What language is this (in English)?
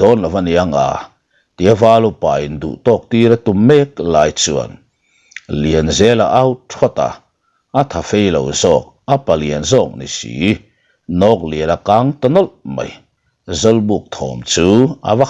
Mizo